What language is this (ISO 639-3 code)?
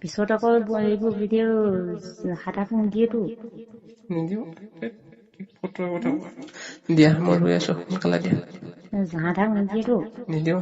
asm